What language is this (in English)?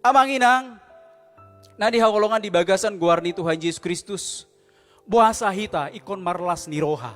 Batak Toba